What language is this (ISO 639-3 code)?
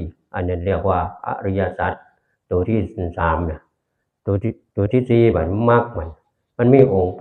tts